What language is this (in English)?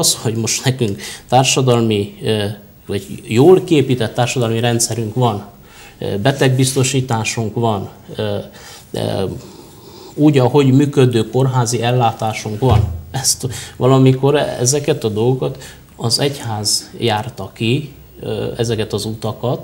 Hungarian